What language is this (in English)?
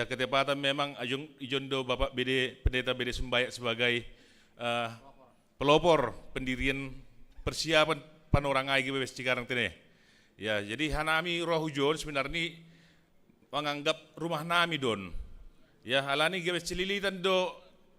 Batak Simalungun